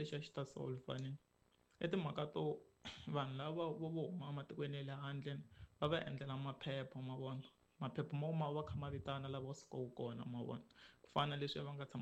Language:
Tsonga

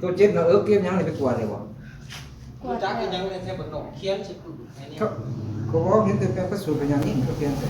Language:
Northeastern Thai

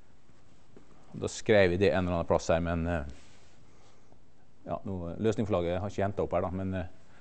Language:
Norwegian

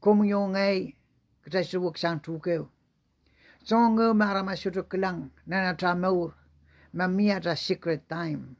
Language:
Pohnpeian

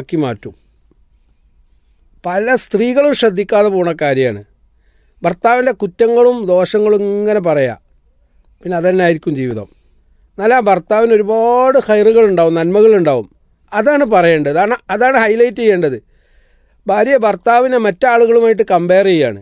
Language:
Malayalam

